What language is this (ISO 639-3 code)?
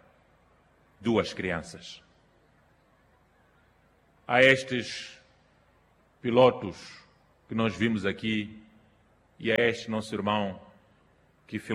por